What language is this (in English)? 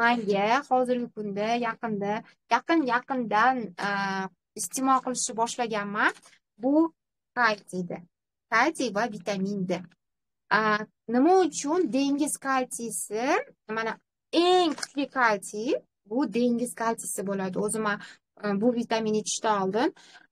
Uzbek